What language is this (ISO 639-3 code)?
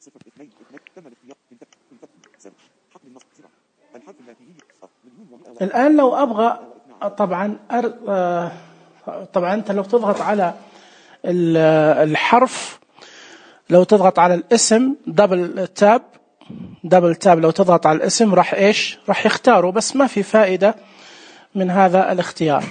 ars